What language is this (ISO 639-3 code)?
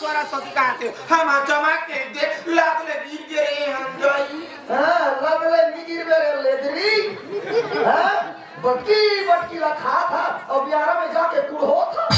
hne